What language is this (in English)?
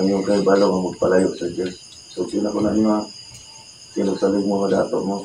Cebuano